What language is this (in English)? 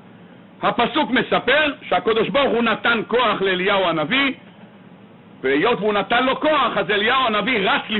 Hebrew